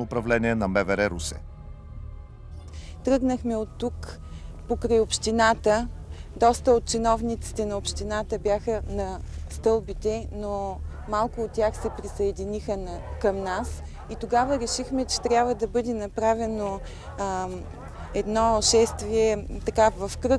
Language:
Bulgarian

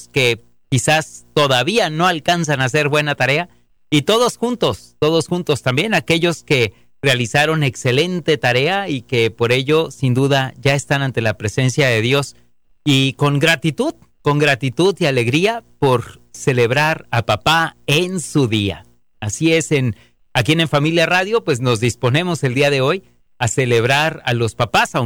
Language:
Spanish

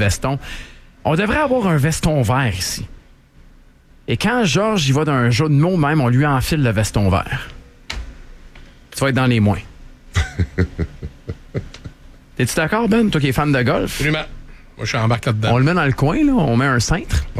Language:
French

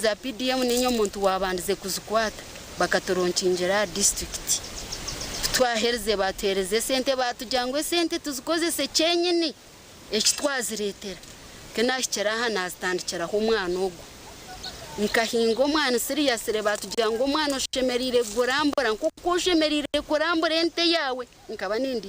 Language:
Nyankole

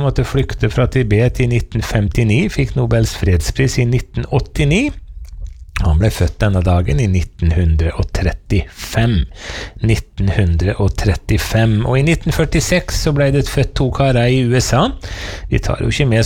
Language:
Norwegian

